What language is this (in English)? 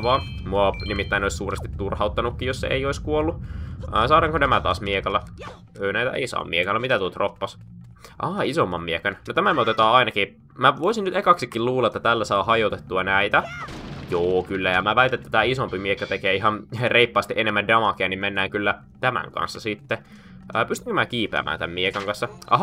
Finnish